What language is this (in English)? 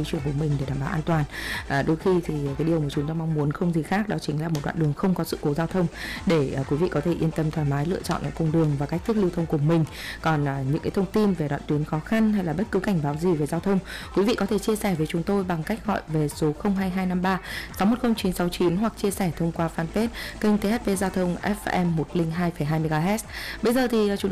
Vietnamese